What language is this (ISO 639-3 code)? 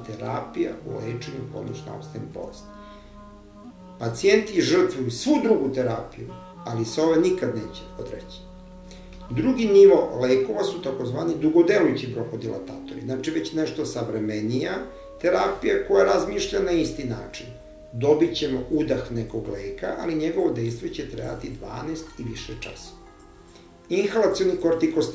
srp